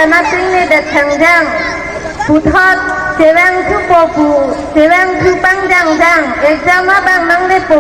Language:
Karbi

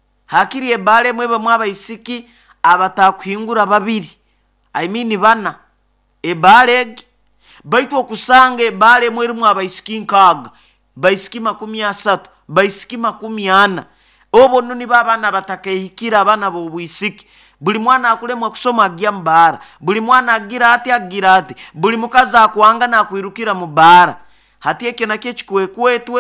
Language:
Nyoro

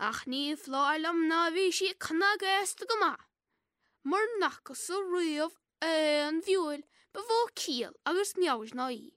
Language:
Irish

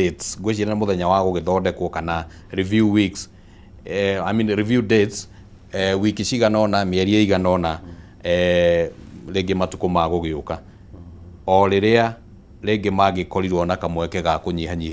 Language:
Kikuyu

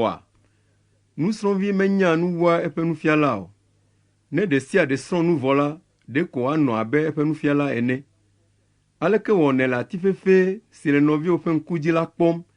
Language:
Ewe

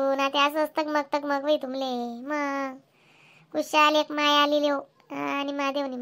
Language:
Khandesi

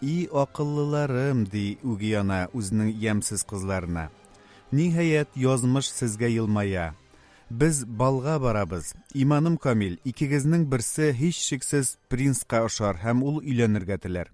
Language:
Tatar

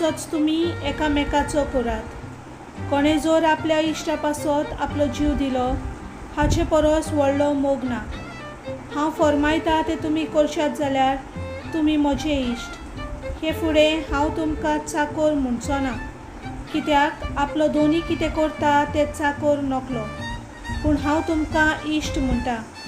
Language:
Konkani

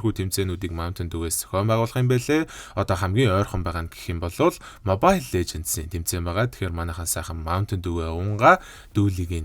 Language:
Mongolian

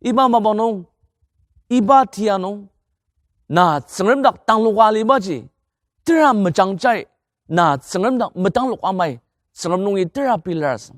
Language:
Ao Naga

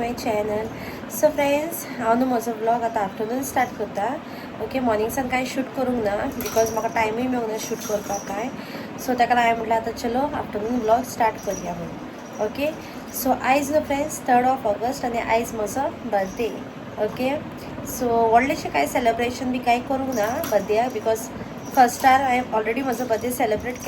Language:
Konkani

